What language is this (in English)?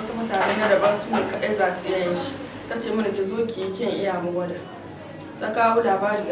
Hausa